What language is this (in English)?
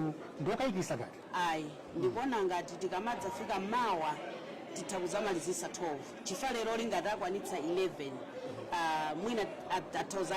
Nyanja